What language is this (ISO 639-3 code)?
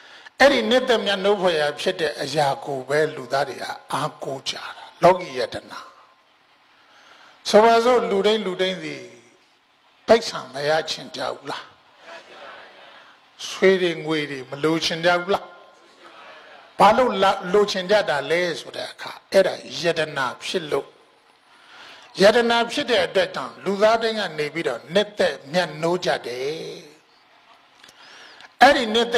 mya